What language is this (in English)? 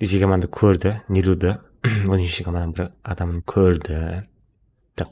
Kara-Kalpak